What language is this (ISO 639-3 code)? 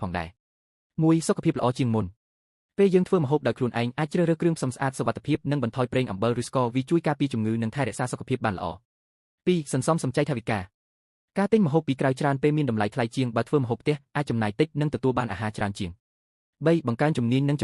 khm